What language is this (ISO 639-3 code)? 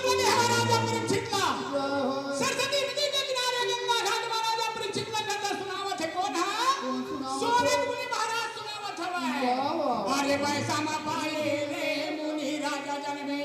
hne